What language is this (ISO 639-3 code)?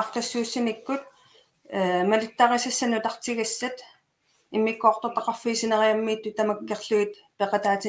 kal